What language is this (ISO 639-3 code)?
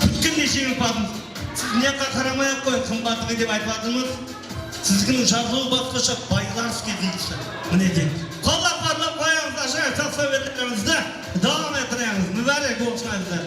kaa